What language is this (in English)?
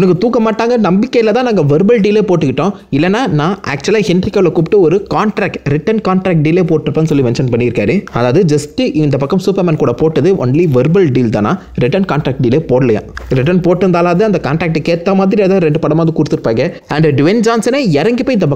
Tamil